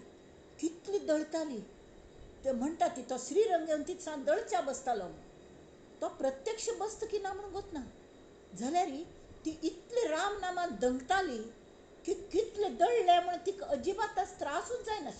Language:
Konkani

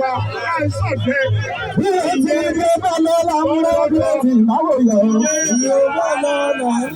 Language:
Yoruba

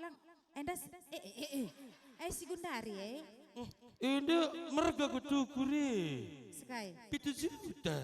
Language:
Batak Karo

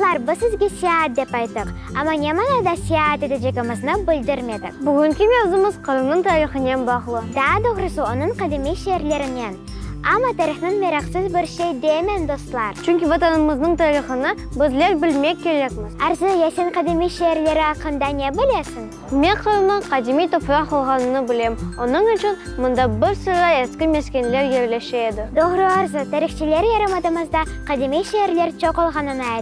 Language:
Crimean Tatar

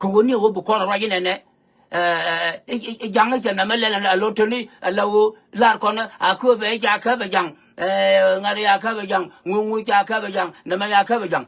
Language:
Nuer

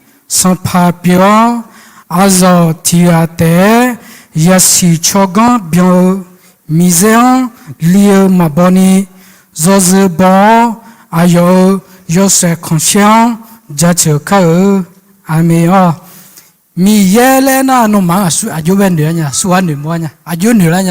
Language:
Akha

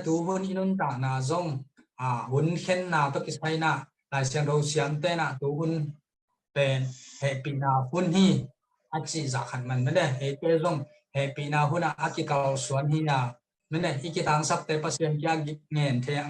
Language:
Tedim Chin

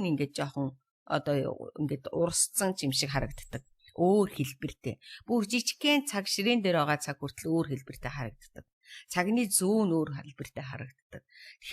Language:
Mongolian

